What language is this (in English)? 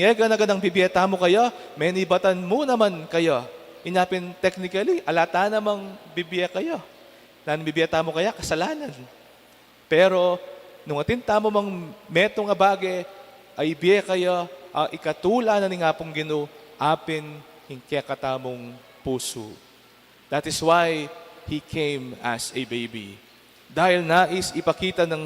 Pampanga